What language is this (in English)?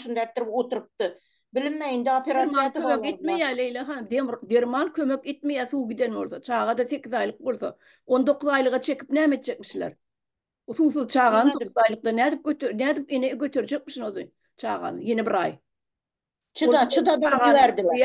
Turkmen